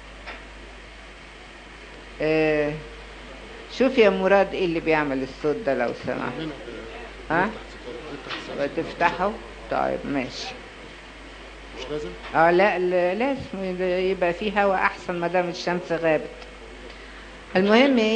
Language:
Egyptian Arabic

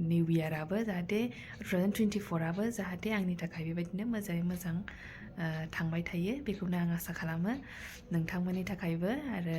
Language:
Bodo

